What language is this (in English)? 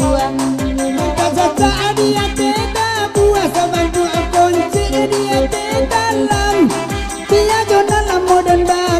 Minangkabau